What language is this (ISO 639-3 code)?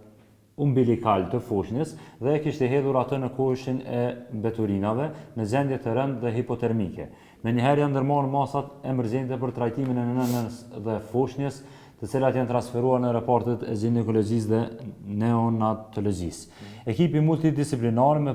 sqi